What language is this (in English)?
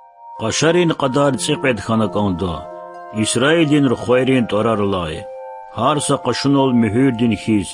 Lezghian